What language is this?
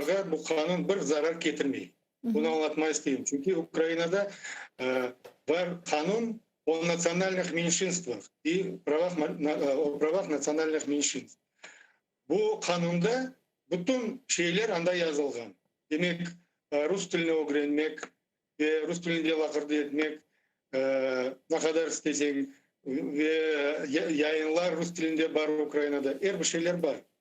Crimean Tatar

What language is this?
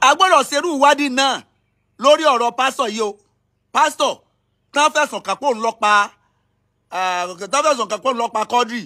Yoruba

